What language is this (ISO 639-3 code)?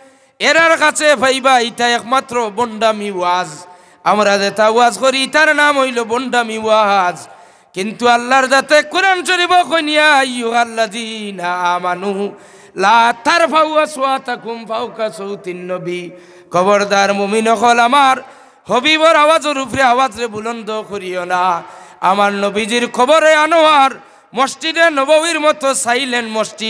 syl